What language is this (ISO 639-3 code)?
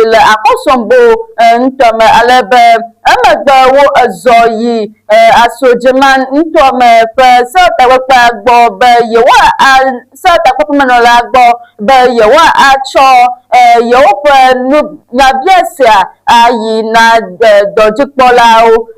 ewe